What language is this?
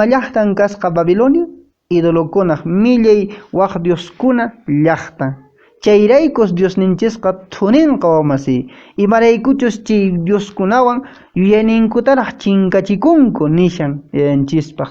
Quechua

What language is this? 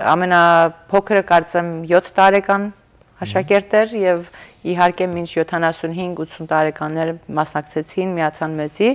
Western Armenian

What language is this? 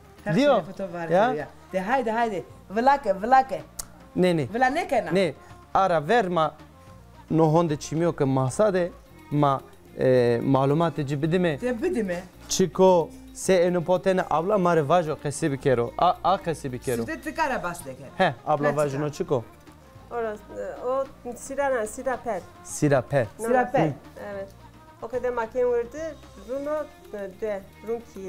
Zaza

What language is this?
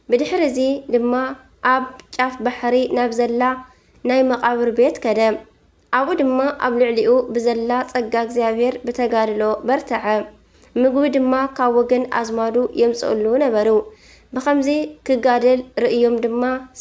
Tigrinya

